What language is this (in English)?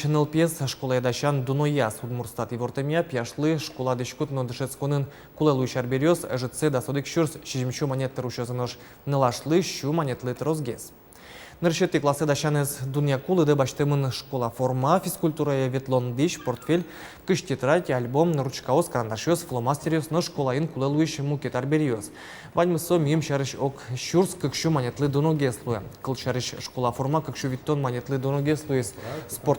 Udmurt